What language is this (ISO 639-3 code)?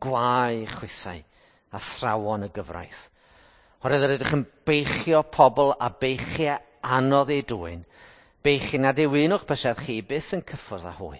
cym